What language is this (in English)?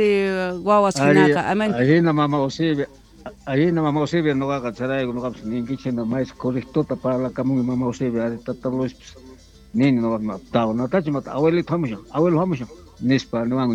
South Bolivian Quechua